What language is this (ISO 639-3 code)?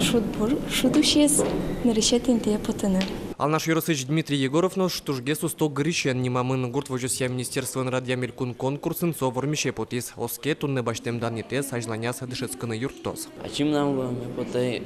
udm